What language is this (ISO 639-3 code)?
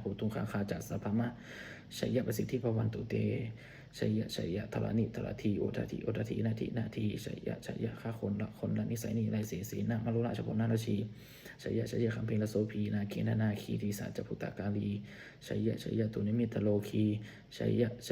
pli